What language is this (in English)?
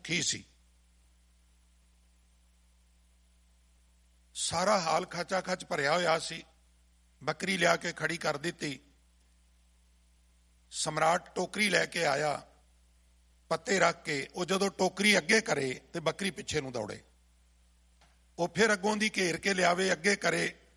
Punjabi